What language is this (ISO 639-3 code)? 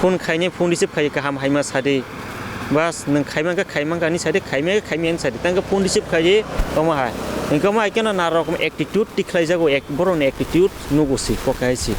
trp